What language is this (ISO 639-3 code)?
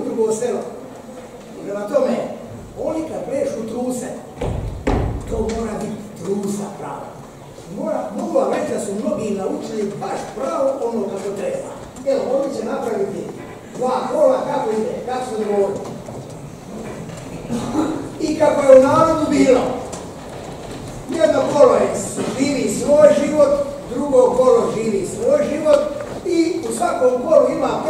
hrv